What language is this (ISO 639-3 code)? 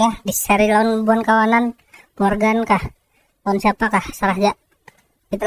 bjn